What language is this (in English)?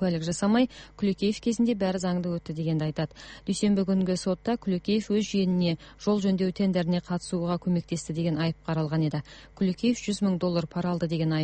Kazakh